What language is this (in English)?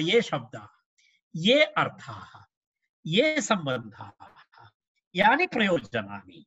Sanskrit